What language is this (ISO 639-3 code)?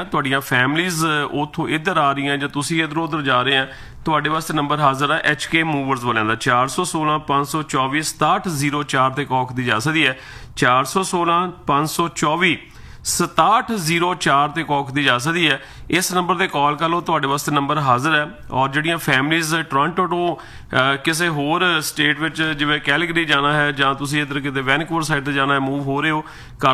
pan